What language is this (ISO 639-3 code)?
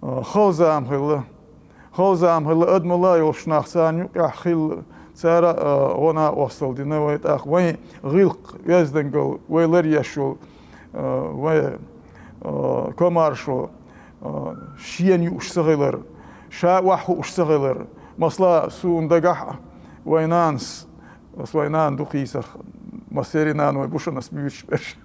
che